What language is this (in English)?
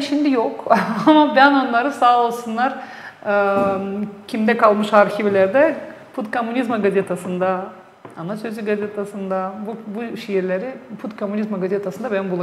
Gagauz